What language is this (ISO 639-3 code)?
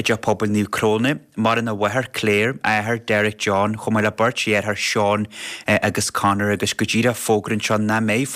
gle